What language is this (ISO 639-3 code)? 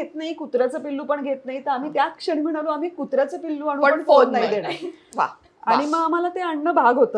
mar